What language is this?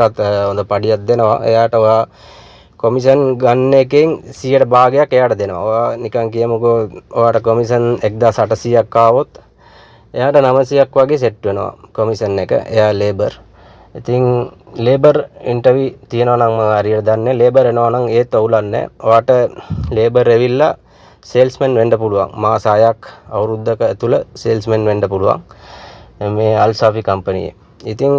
Sinhala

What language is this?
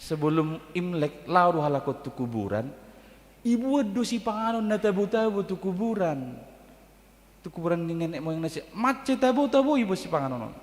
Batak Toba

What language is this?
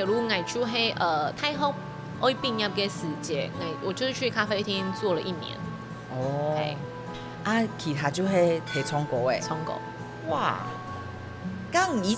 Hakka Chinese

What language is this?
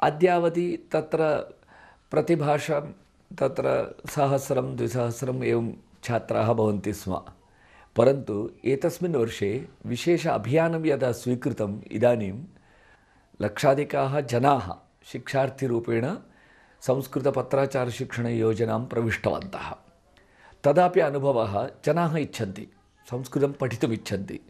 Sanskrit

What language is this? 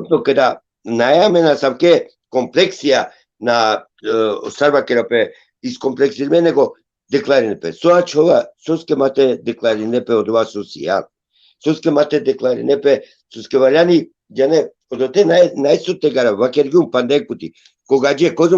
Balkan Romani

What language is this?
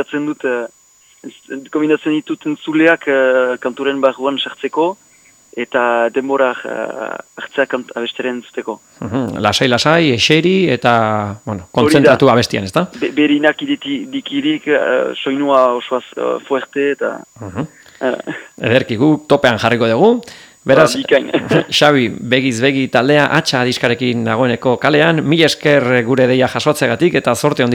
Basque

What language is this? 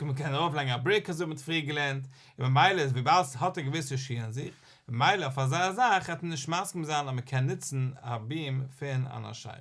Yiddish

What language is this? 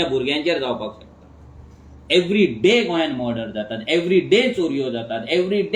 Konkani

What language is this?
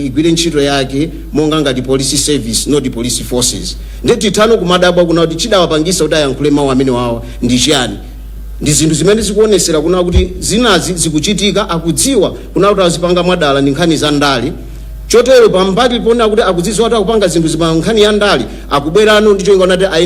Nyanja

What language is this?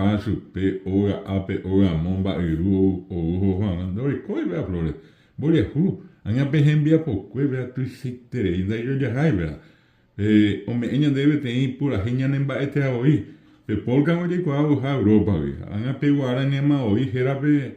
Guarani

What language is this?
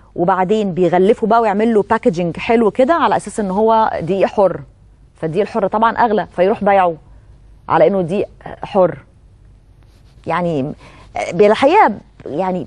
Egyptian Arabic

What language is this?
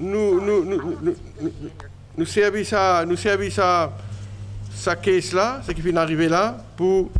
Morisyen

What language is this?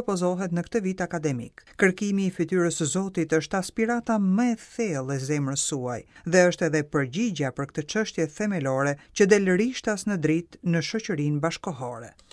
Albanian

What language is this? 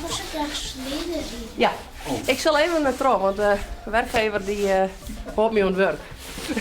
Western Frisian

